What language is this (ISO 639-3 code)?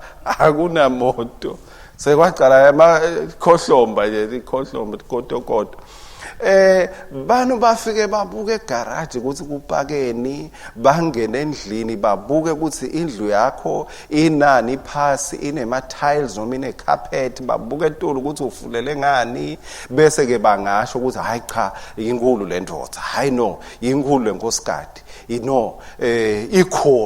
ssw